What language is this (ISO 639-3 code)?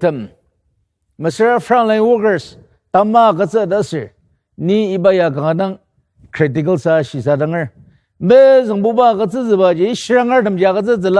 njo